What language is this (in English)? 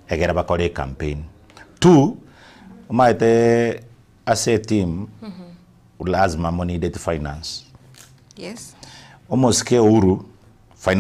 Gusii